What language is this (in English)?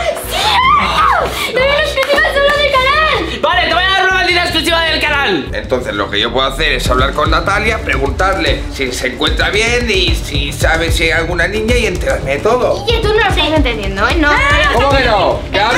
Spanish